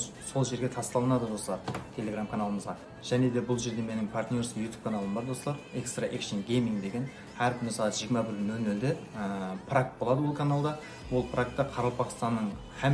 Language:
Kara-Kalpak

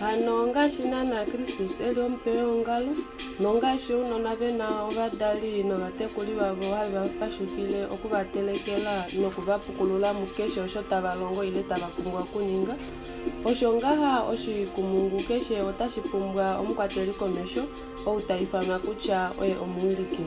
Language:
Kuanyama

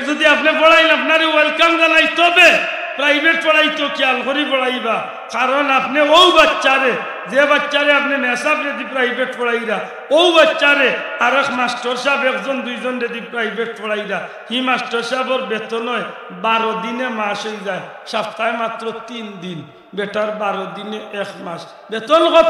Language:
Sylheti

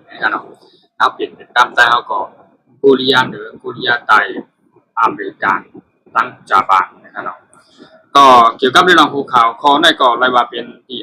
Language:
Shan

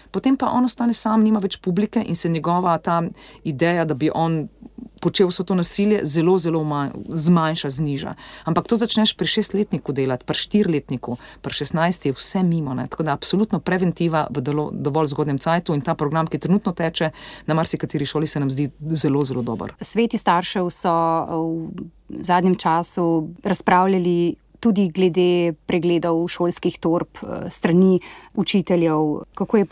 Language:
Slovenian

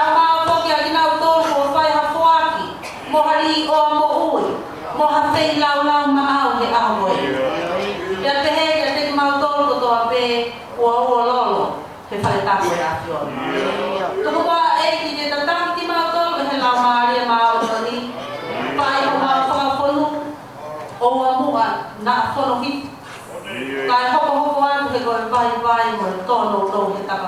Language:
Tongan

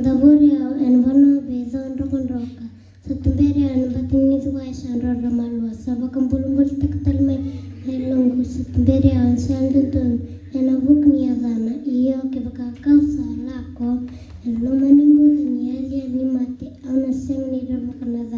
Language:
Fijian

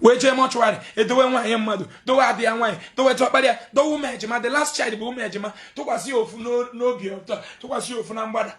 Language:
Igbo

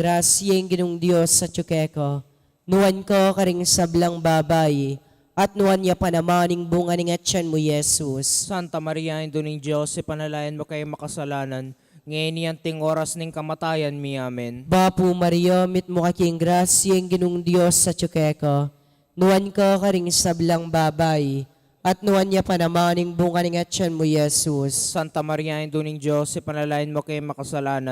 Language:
Pampanga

